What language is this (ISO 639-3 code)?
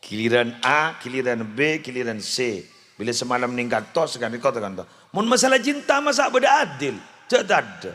mad